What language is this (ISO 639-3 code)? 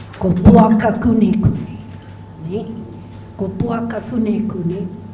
mri